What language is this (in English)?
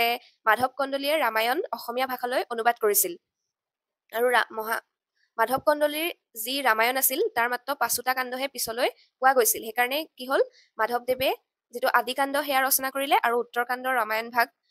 Assamese